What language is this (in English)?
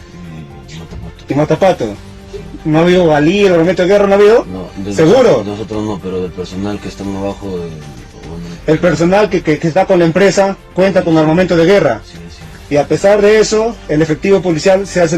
Ayacucho Quechua